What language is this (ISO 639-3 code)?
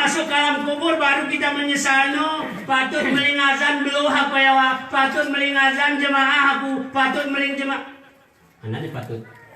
gay